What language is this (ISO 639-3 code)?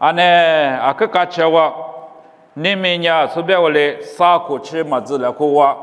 lis